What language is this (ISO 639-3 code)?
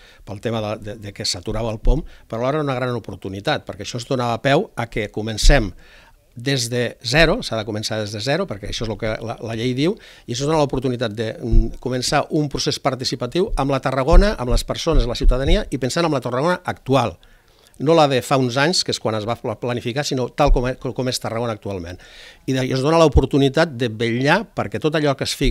cat